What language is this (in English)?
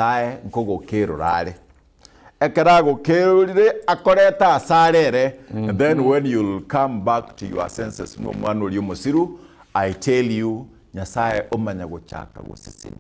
Gusii